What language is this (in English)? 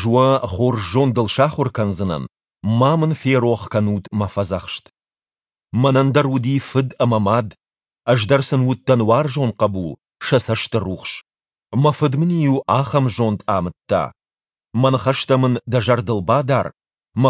Ossetic